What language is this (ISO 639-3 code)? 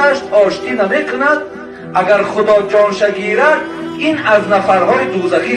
tgk